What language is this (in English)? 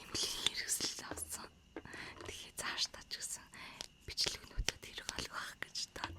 Mongolian